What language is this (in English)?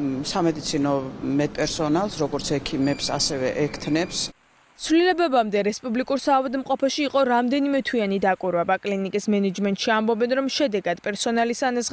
Georgian